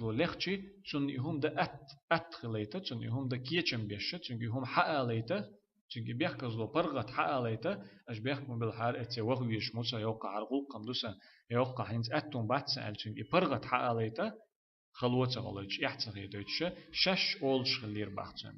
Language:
Chechen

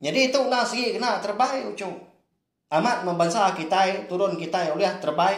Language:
Iban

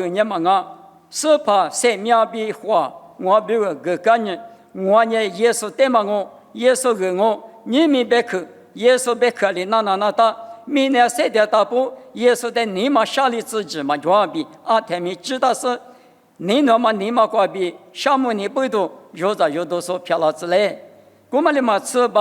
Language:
Lisu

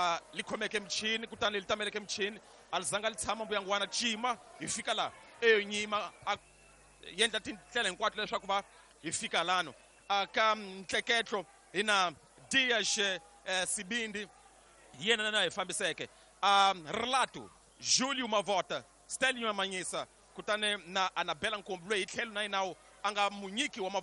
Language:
Tsonga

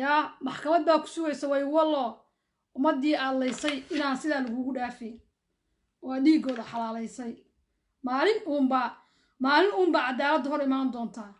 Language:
Somali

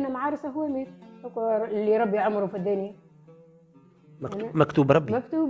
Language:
Tunisian Arabic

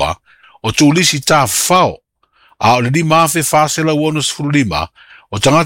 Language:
Samoan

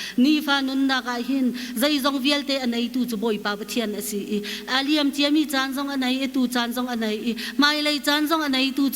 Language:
Hakha Chin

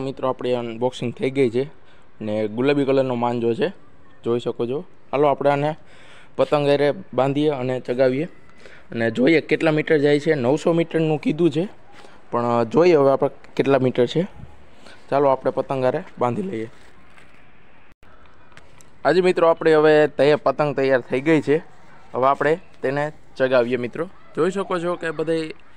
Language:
Gujarati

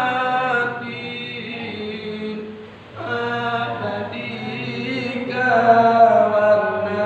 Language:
Minangkabau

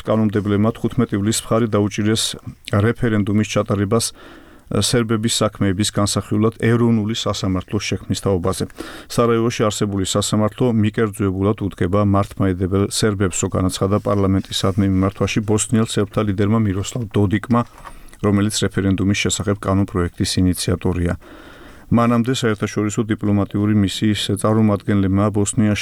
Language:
Georgian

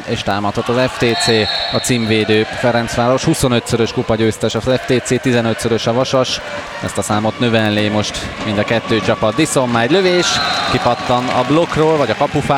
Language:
Hungarian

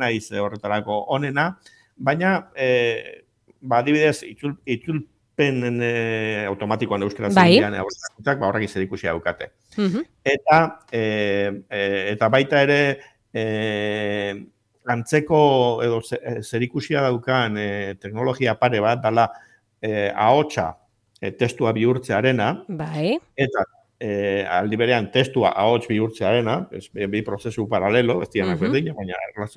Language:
Basque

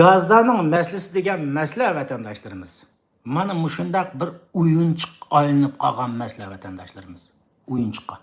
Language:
Uyghur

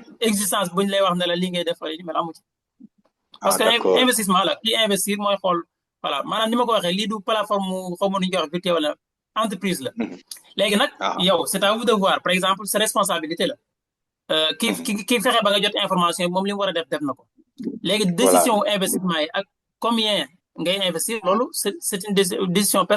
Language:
Wolof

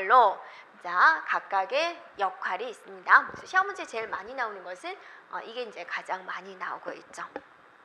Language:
Korean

